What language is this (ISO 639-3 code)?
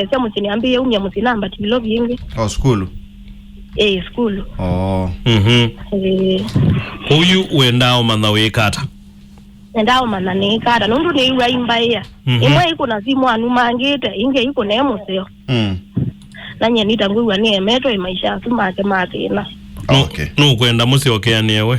kam